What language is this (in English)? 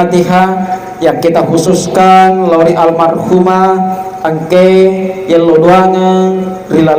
Buginese